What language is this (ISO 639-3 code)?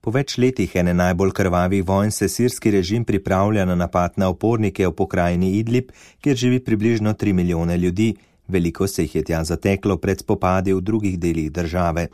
slv